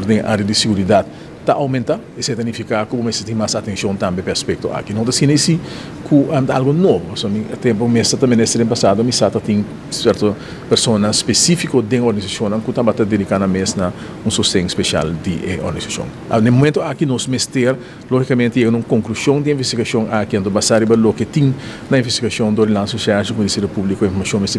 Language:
Papiamento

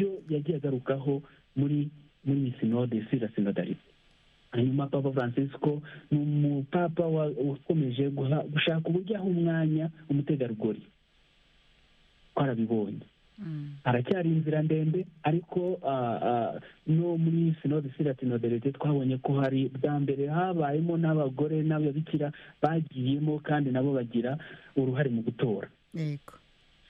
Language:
Kinyarwanda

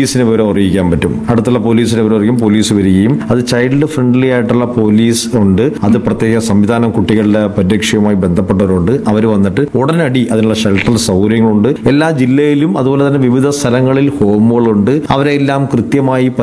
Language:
Malayalam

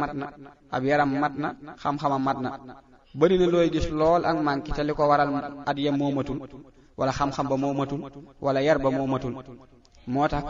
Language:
Wolof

